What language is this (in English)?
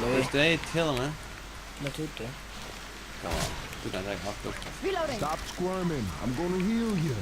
Faroese